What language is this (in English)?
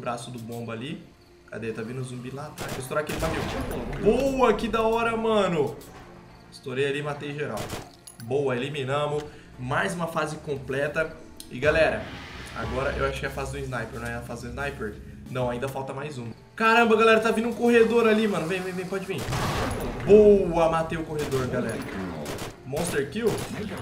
Portuguese